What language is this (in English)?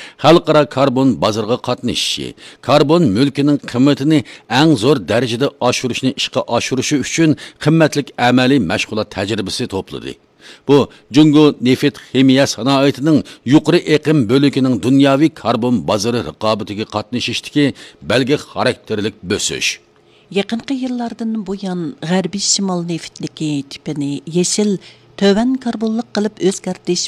Uyghur